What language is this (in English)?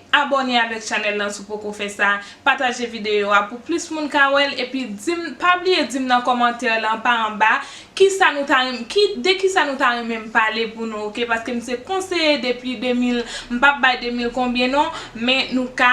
Haitian Creole